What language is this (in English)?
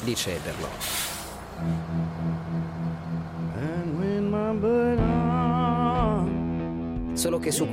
Italian